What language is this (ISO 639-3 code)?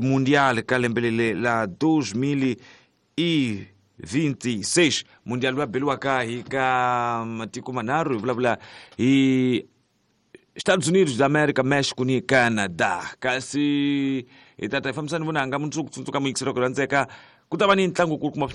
tso